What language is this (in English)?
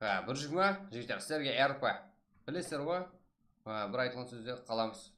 Kara-Kalpak